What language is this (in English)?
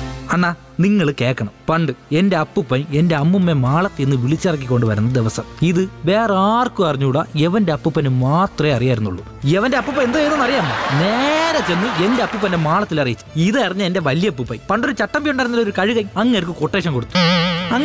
Malayalam